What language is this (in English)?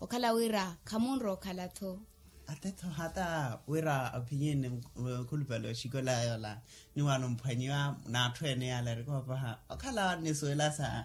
Makhuwa